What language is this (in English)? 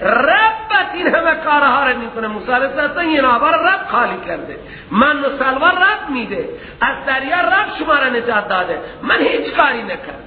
Persian